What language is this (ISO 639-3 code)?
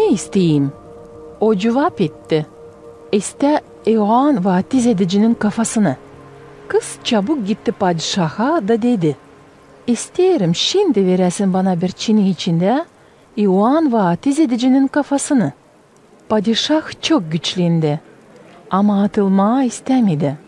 gag